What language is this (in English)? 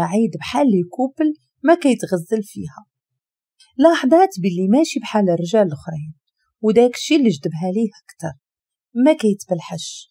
Moroccan Arabic